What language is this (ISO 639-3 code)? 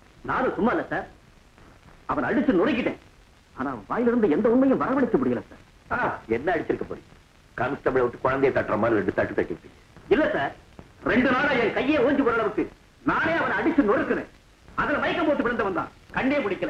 tam